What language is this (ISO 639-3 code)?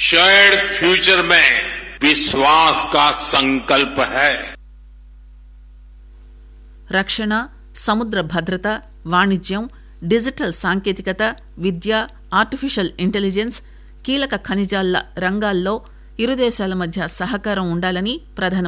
tel